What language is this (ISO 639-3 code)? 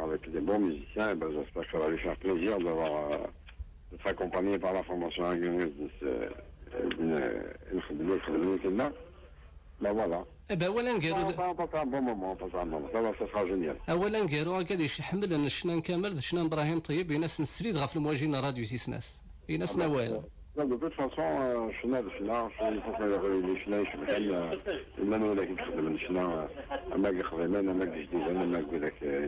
kab